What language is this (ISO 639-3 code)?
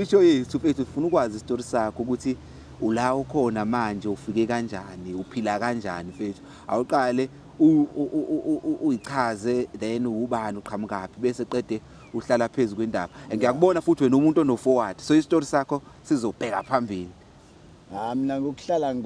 zul